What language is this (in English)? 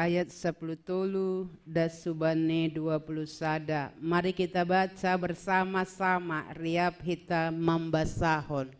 Batak Simalungun